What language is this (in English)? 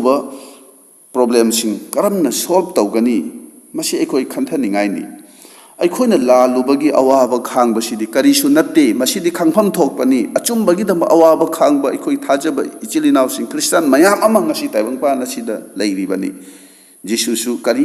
Manipuri